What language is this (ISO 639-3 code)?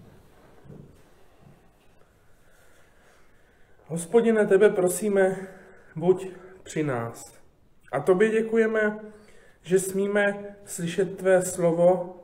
ces